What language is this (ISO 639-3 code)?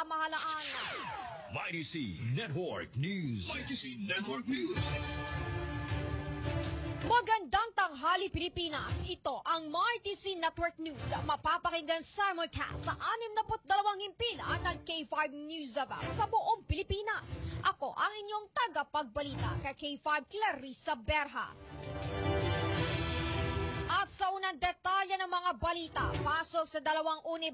fil